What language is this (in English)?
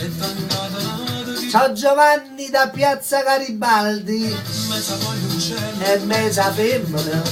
Neapolitan